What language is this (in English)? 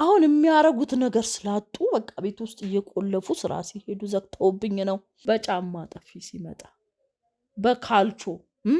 Amharic